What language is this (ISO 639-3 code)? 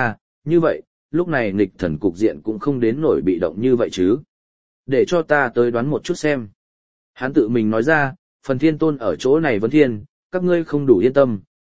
vie